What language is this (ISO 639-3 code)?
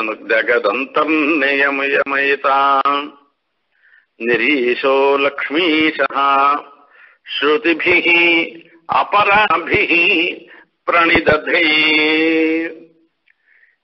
tam